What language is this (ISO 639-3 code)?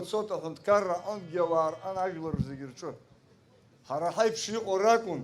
abk